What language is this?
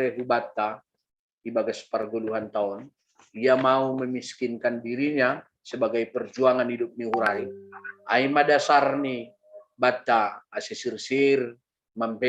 Batak Simalungun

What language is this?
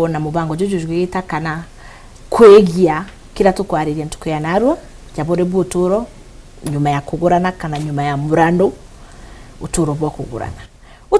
Meru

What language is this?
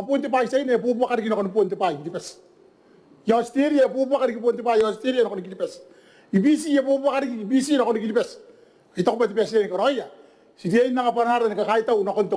Gilbertese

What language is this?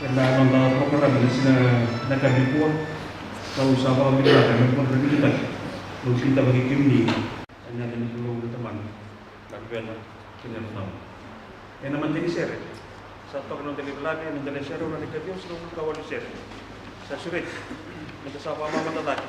Fijian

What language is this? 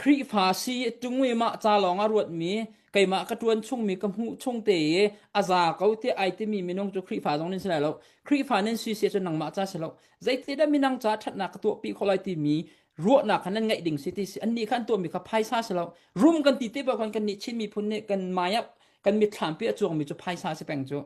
Hakha Chin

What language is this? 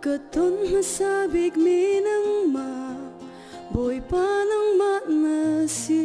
Hakha Chin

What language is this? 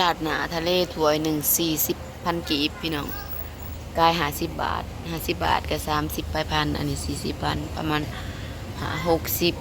Lao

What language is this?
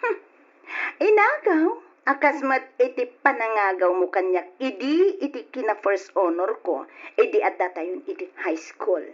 Iloko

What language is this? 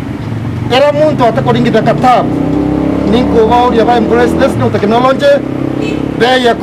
Meru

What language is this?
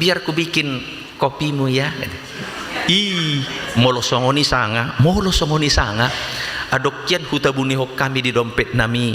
Batak Toba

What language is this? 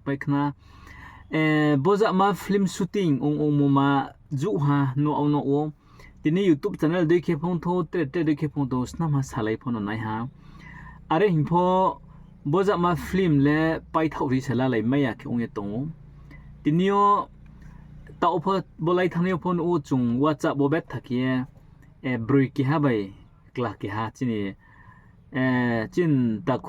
Riang (India)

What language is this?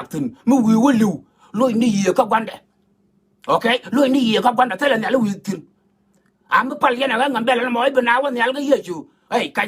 Nuer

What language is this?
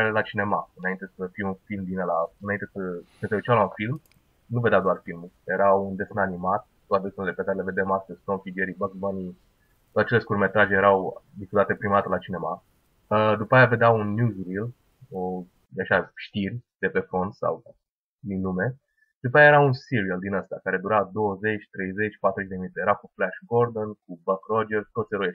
Romanian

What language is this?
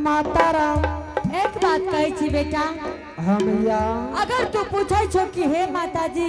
Angika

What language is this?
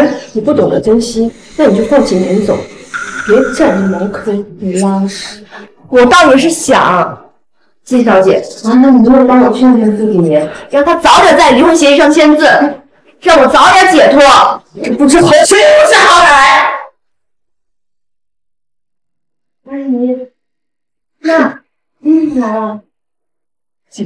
Chinese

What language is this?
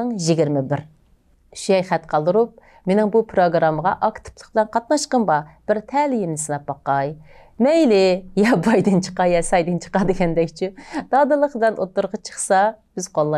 Uyghur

